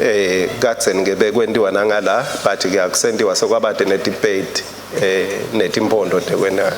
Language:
Swati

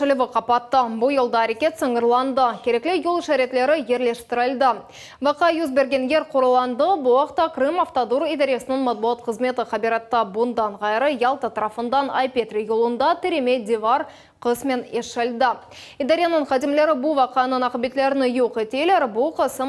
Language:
Crimean Tatar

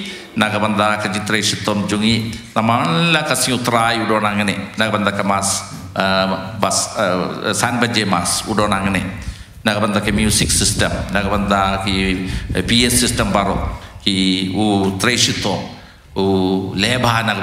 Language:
Khasi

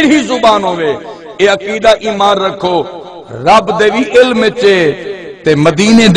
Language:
Saraiki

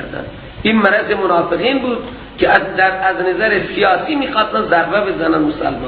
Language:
Persian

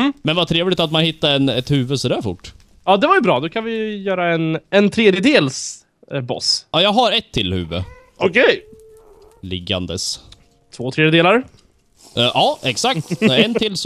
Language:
Swedish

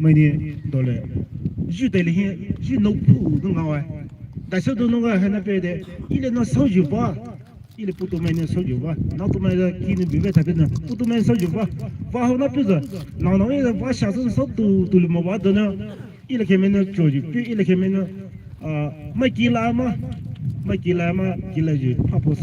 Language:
Poumei Naga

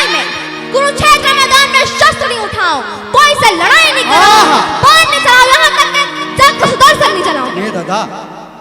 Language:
Chhattisgarhi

